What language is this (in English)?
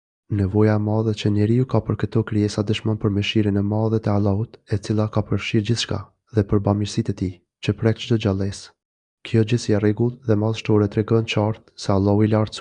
Albanian